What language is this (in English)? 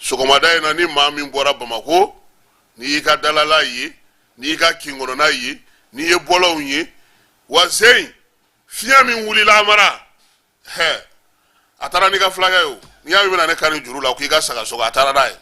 Bambara